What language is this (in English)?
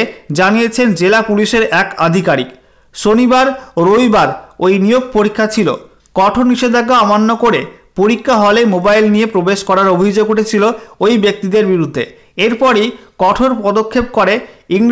Bangla